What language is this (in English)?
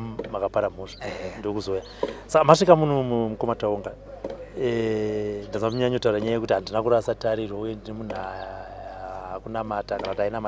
Shona